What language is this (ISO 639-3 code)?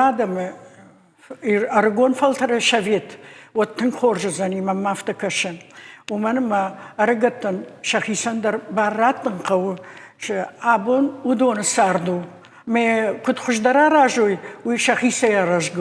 oss